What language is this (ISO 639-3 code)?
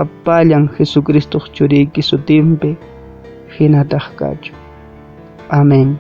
que